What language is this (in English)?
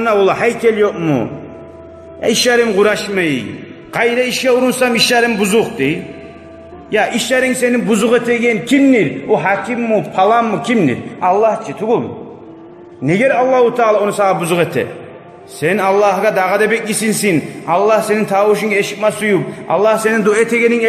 Kumyk